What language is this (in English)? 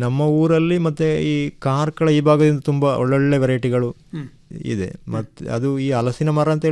Kannada